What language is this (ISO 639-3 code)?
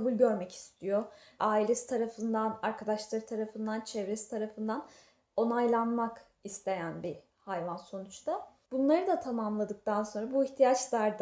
tur